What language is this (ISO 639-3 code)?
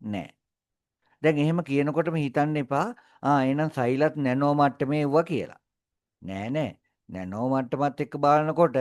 sin